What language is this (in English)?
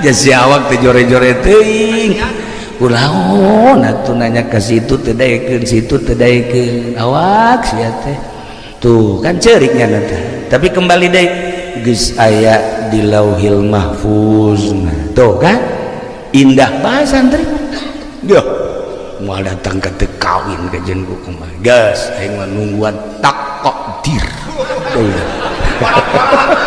Sundanese